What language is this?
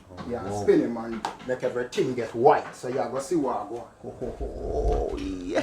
Jamaican Creole English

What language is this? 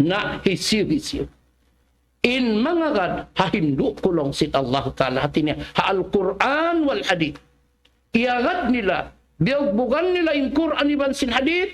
Tausug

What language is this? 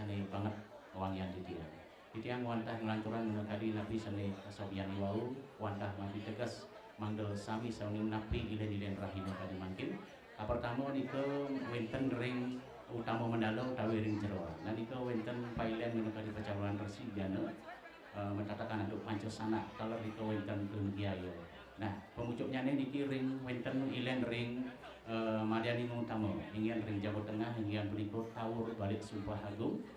Balinese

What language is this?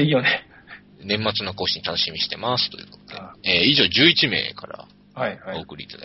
Japanese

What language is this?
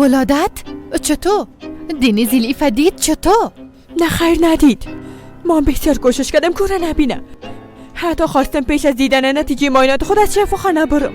Persian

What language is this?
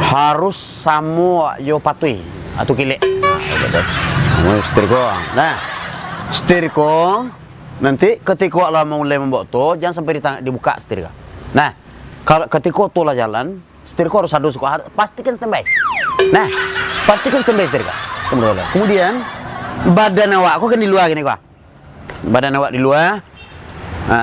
Minangkabau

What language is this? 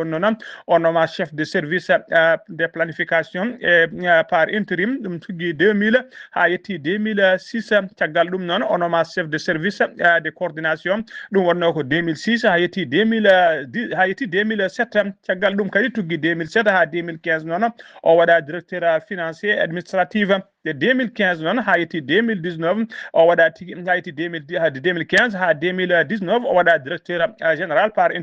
Fula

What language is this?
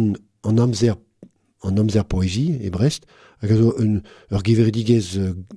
Breton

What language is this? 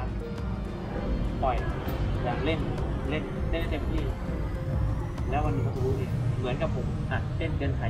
Thai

